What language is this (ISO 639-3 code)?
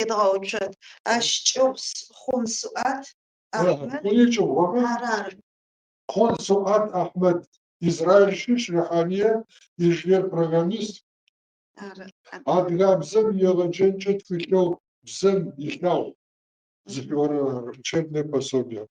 ady